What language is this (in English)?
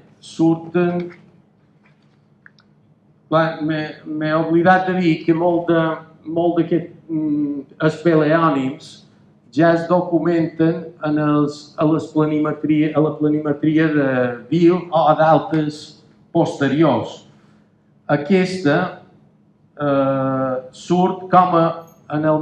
Catalan